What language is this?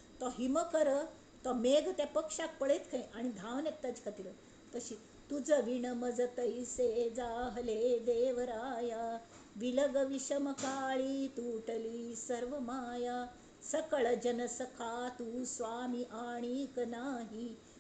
Konkani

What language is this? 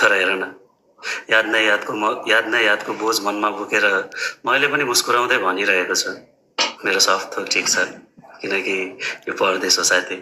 Nepali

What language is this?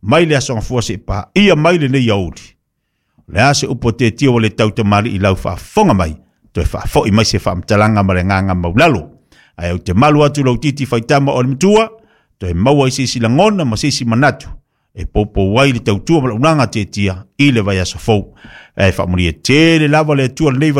Samoan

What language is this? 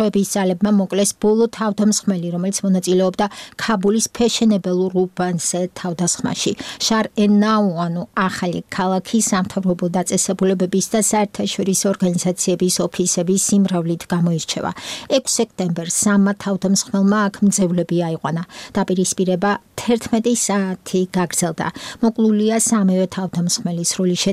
Georgian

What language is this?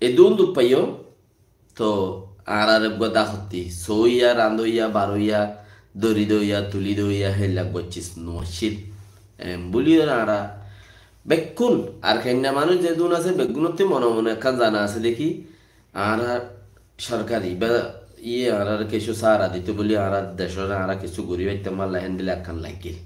Rohingya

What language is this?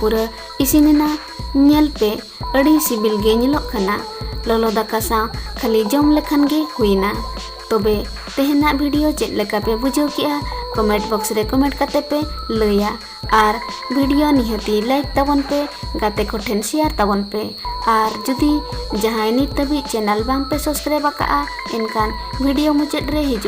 Santali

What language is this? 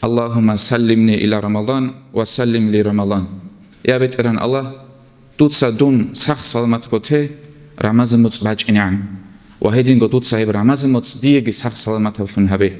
Avaric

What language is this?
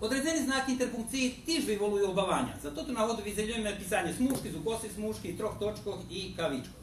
Rusyn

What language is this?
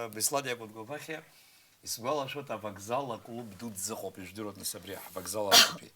Abkhazian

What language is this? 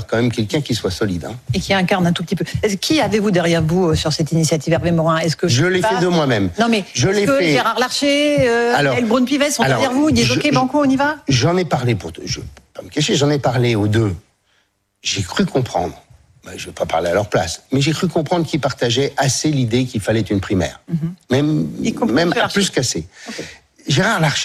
French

